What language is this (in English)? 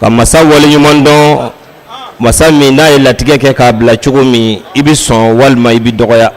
Bambara